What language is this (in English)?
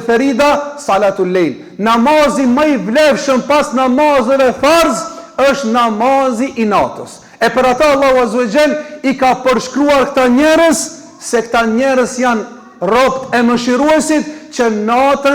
Albanian